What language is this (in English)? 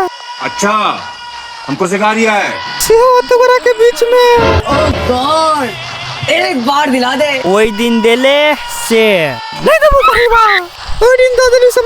Maithili